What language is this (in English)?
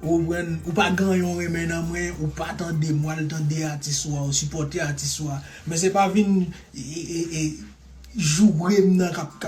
Haitian Creole